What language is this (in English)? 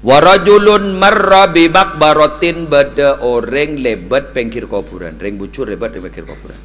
Madurese